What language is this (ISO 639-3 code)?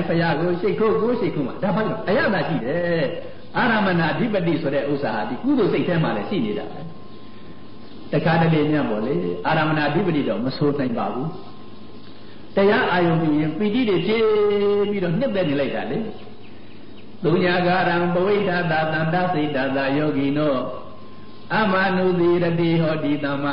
mya